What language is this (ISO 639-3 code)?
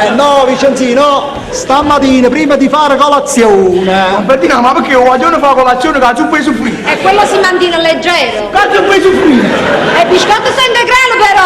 nap